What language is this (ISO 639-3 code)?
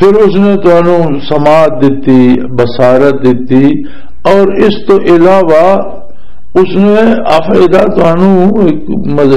lah